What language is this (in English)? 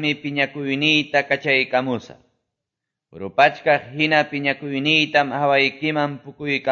Quechua